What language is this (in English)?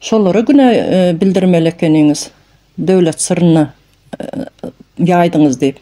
Turkmen